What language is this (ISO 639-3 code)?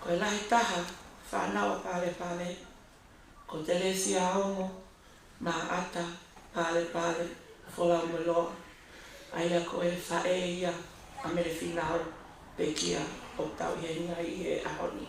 ton